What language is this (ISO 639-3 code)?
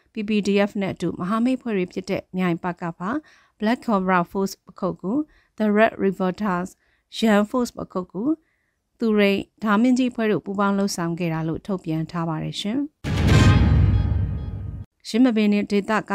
mya